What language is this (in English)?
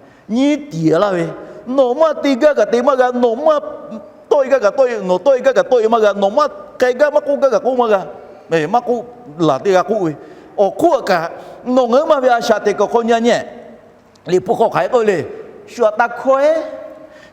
Lahu